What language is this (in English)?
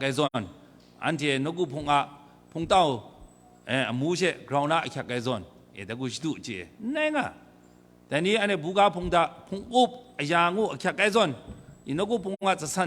Kachin